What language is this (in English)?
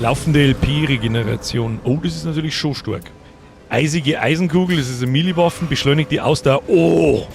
Bavarian